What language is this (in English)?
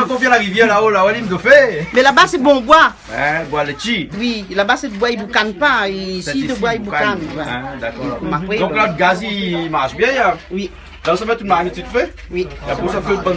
Réunion Creole French